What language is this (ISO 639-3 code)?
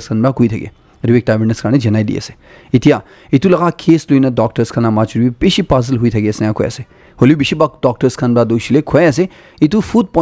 nag